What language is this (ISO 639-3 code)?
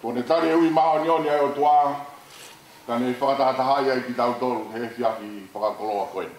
ton